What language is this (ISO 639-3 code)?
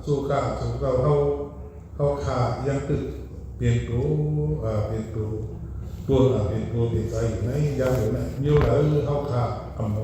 shn